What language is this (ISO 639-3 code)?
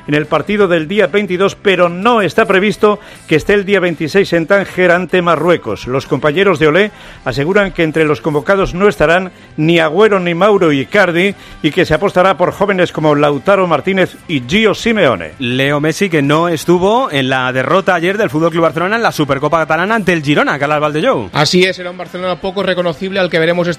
spa